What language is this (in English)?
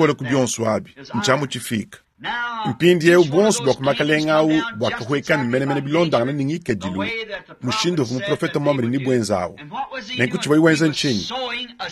Luba-Lulua